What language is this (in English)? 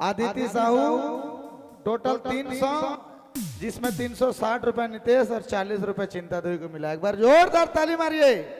Sadri